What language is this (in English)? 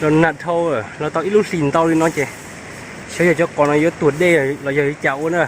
Hmong